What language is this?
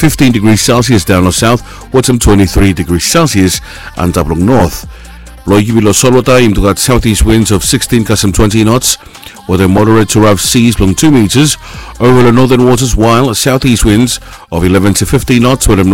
Bislama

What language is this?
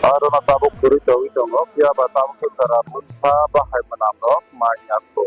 Kok Borok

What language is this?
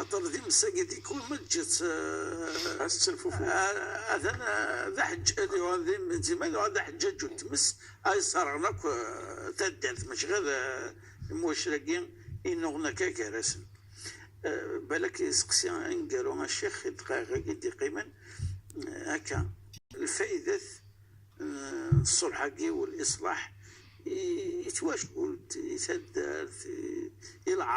Kabyle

